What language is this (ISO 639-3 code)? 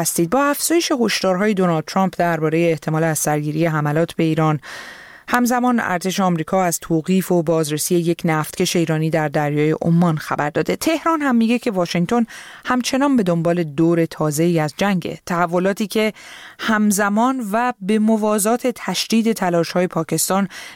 fas